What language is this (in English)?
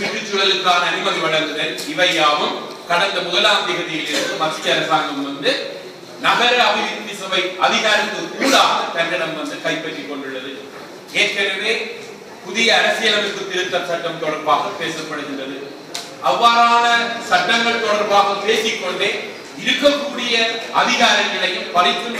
Tamil